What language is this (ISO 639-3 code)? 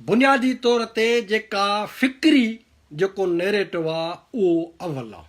snd